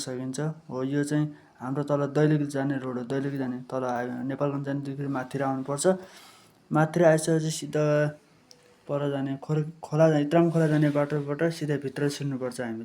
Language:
Nepali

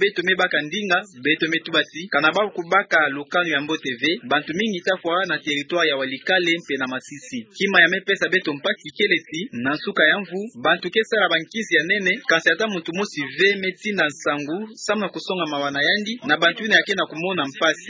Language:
Kituba (Democratic Republic of Congo)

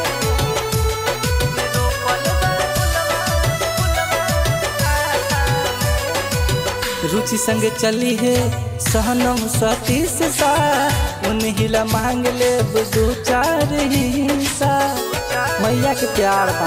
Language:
Bhojpuri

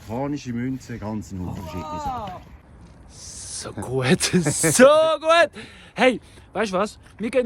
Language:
Swiss German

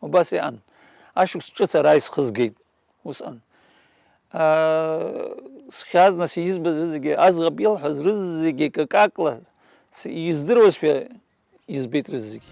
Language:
Abkhazian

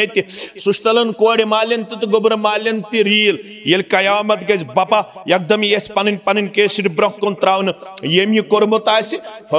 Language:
Kashmiri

